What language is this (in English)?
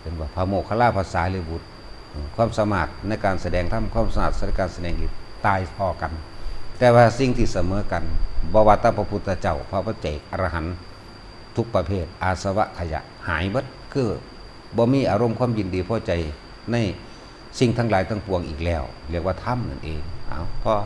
Lao